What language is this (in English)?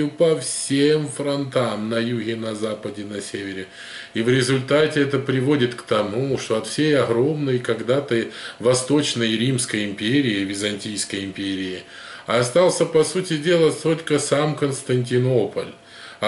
Russian